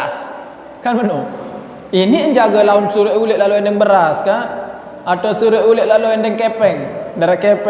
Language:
Sasak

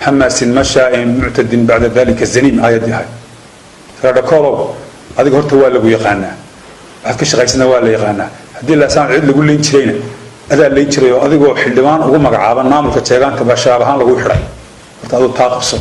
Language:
Somali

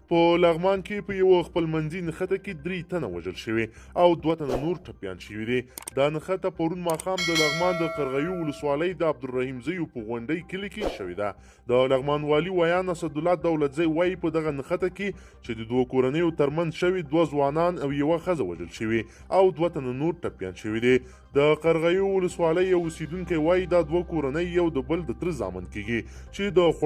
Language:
Pashto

